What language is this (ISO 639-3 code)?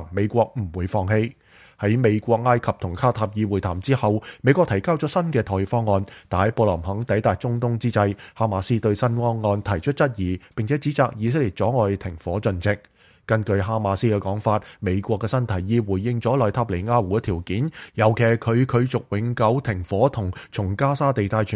yue